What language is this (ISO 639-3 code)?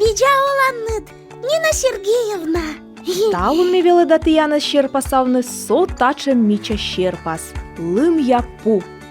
kom